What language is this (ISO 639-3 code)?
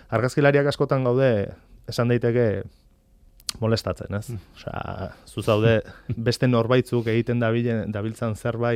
eus